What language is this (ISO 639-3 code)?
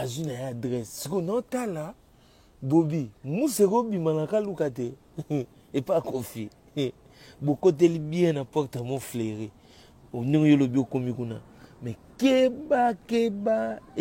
lin